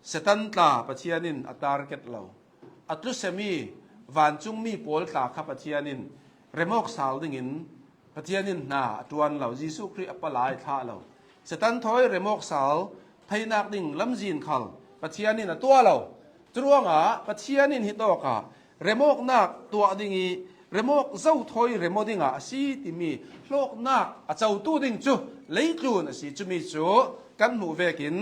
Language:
Hakha Chin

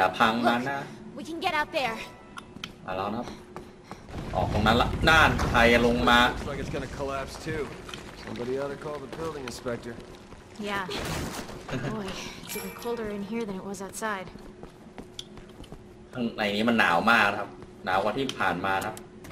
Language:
Thai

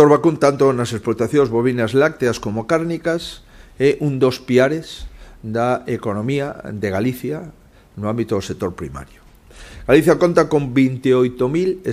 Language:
Galician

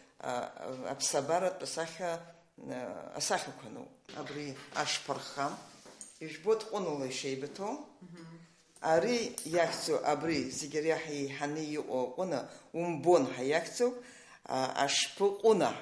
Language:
Abkhazian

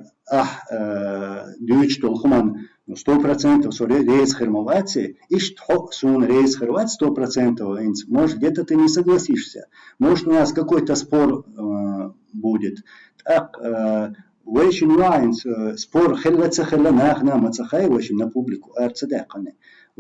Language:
Chechen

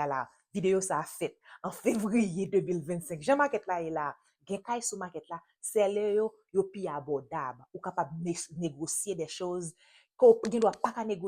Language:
Haitian Creole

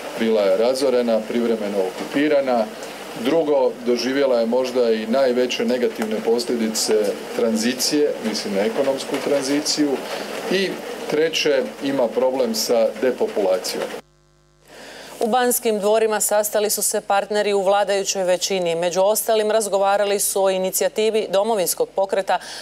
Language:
Croatian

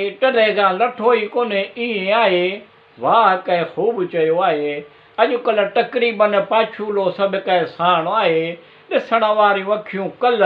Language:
Sindhi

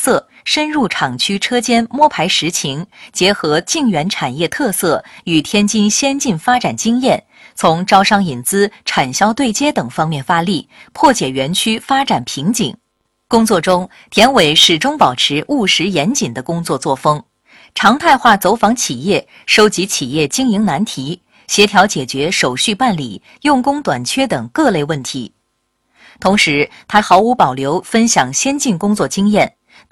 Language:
Chinese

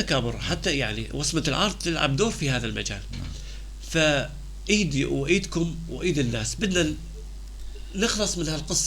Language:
North Levantine Arabic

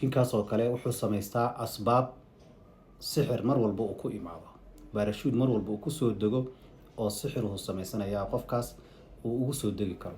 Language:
Somali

